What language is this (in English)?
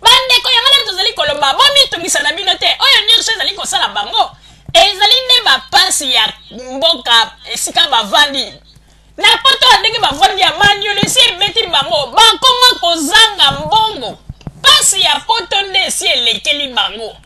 Lingala